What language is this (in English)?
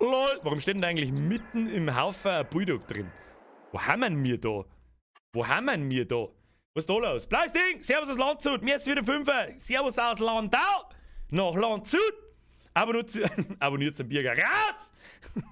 Bavarian